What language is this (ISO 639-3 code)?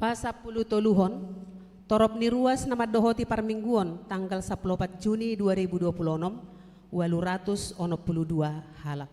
bbc